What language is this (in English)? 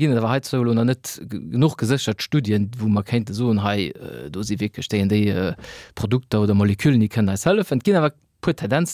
Luxembourgish